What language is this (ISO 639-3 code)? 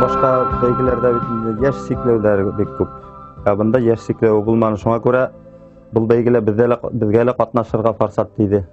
bak